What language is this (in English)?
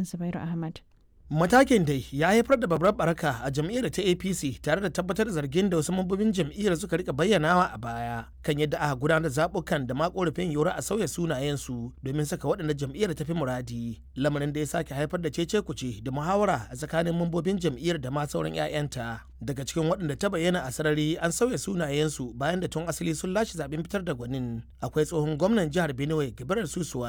Hausa